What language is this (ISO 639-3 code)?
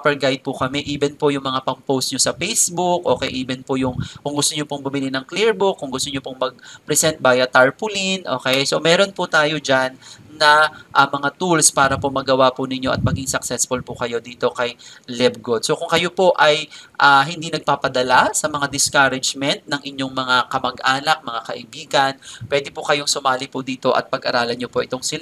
fil